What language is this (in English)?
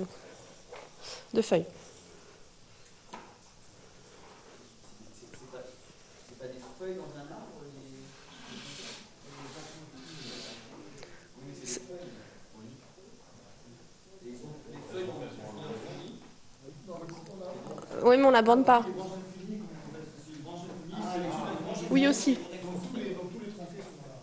French